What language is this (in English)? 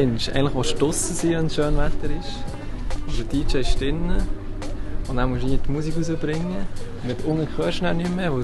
Swiss German